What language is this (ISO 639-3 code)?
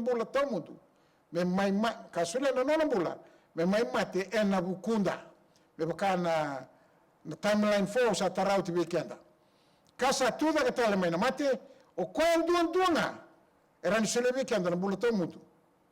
fij